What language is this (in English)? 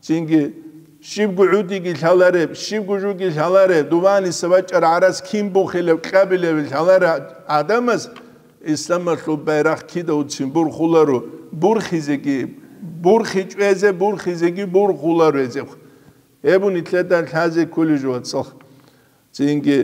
Avaric